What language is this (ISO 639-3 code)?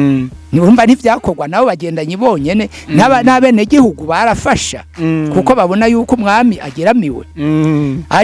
run